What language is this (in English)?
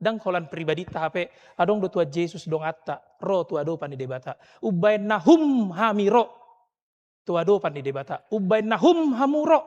Batak Toba